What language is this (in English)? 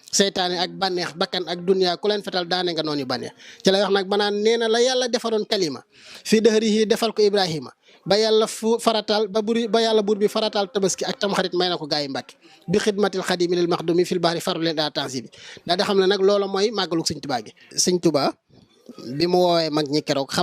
Wolof